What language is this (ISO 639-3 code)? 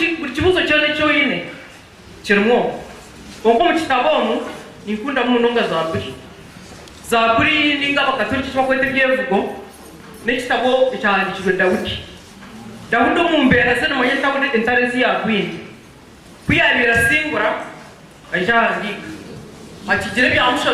nyn